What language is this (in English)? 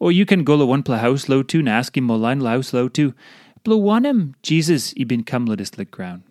Tok Pisin